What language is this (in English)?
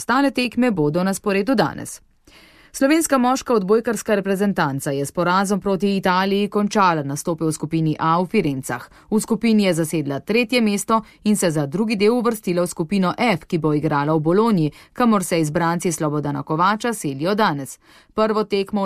Slovenian